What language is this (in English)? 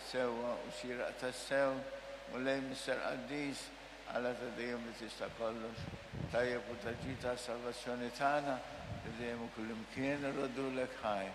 Maltese